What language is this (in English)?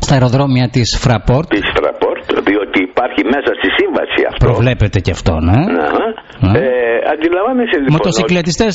Greek